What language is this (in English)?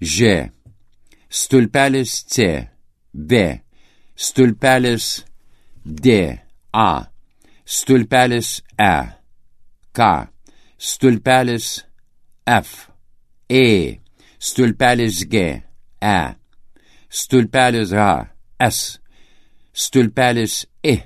Lithuanian